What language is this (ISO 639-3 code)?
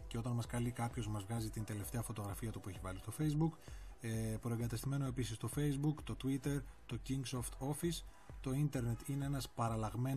ell